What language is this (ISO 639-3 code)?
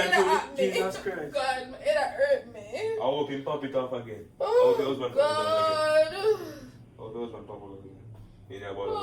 jam